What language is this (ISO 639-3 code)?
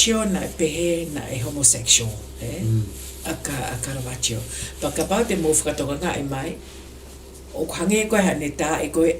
ton